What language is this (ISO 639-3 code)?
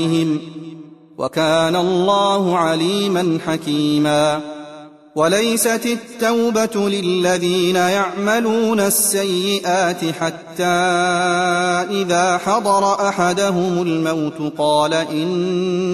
ara